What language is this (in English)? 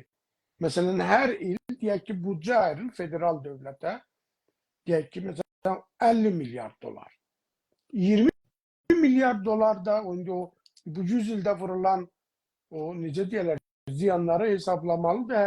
South Azerbaijani